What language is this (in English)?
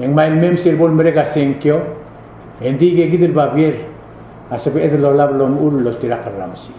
Palauan